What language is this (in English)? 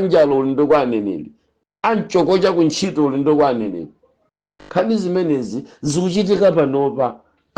Nyanja